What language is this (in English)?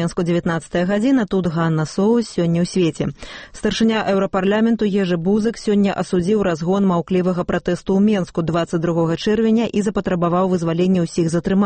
Belarusian